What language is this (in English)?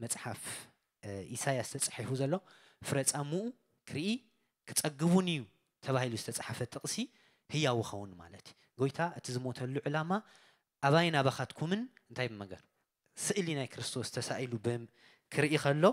Tigrinya